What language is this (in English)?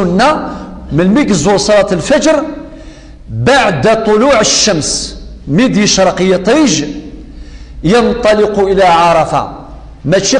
Kabyle